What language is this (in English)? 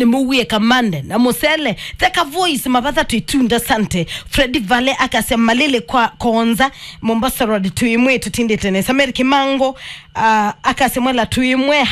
Kamba